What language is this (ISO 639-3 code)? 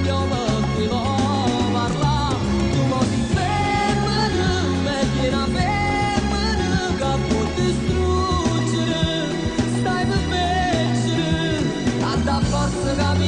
nap